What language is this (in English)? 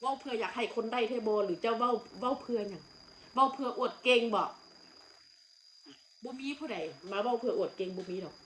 Northeastern Thai